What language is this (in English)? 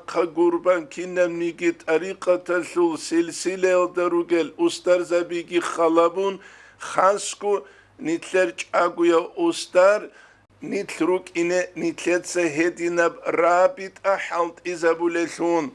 Avaric